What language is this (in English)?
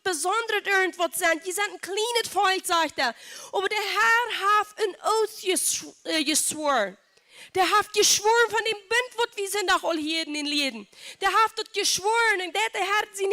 Plautdietsch